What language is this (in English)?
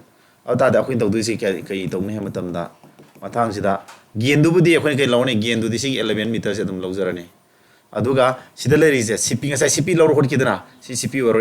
Manipuri